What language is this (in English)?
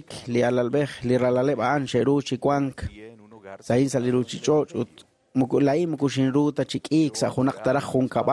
Kekchí